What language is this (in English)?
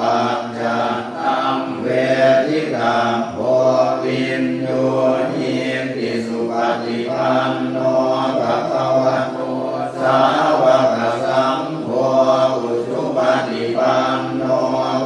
Pali